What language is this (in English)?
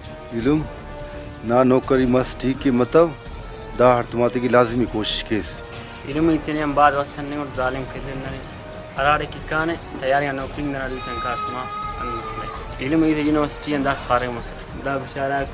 Brahui